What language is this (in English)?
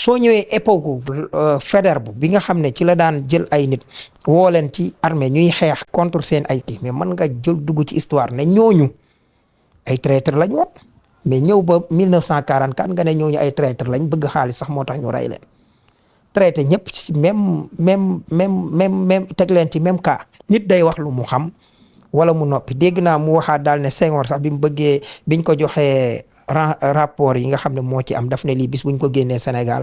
Wolof